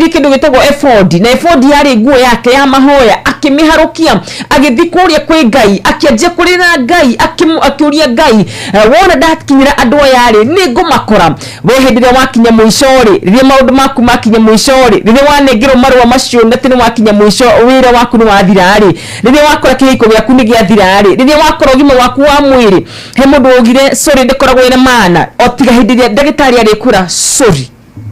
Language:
Kikuyu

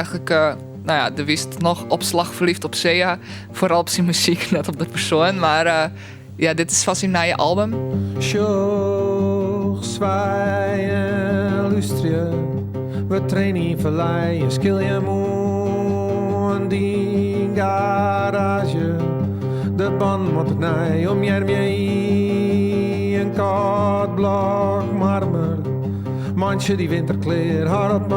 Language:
Western Frisian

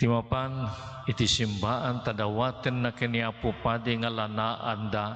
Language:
Iloko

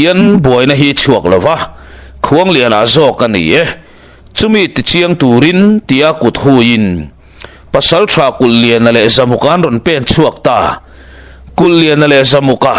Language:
Mizo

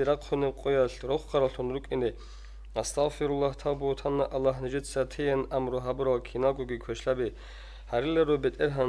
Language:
Avaric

